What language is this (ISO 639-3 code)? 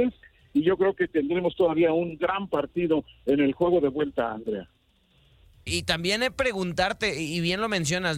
spa